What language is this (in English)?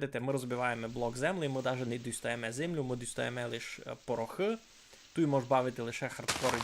Rusyn